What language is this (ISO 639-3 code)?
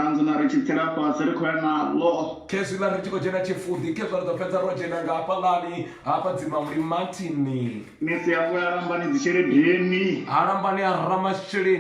ven